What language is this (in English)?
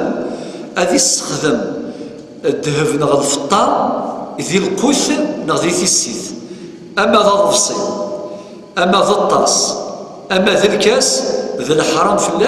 Kabyle